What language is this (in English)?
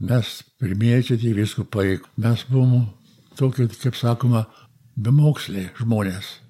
Lithuanian